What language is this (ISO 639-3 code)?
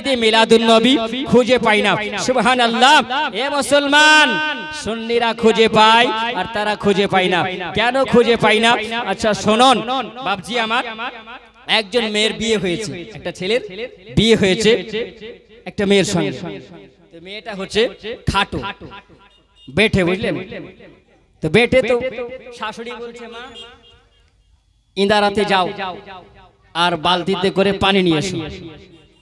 ben